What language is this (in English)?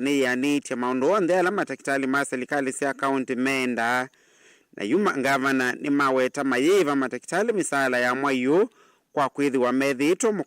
Kamba